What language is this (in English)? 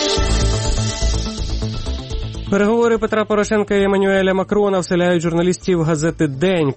Ukrainian